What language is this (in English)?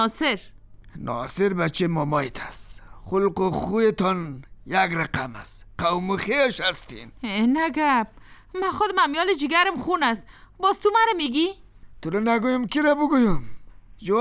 Persian